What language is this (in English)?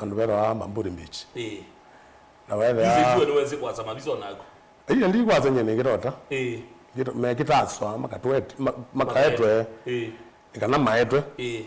Kamba